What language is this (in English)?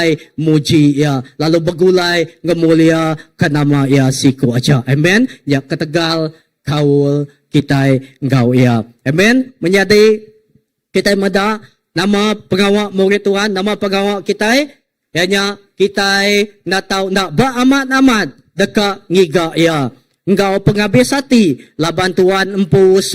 Iban